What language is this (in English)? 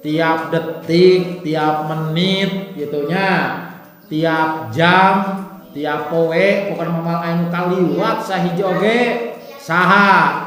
Sundanese